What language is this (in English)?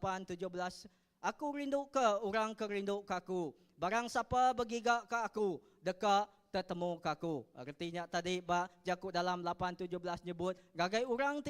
Iban